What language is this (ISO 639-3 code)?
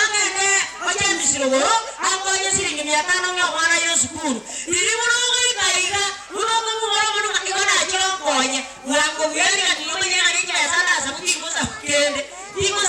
guz